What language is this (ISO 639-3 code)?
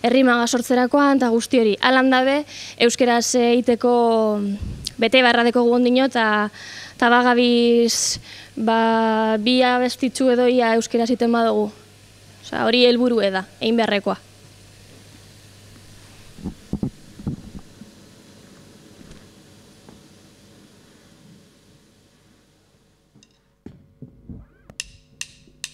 eus